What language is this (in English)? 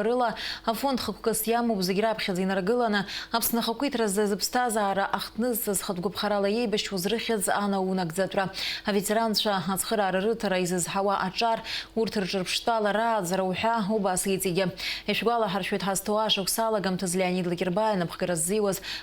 Abkhazian